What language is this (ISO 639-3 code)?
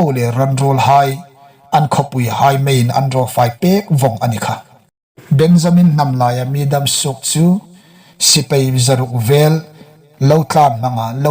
hmr